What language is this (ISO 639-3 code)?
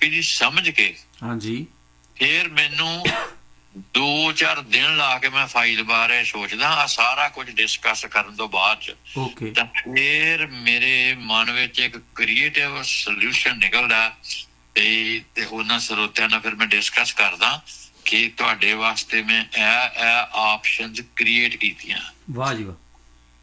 pan